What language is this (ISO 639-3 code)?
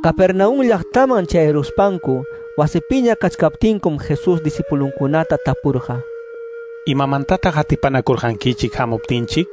que